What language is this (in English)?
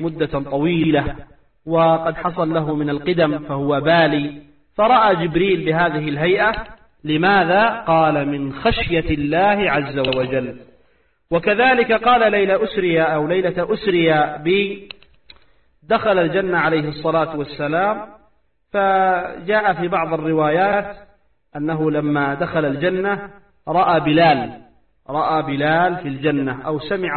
Arabic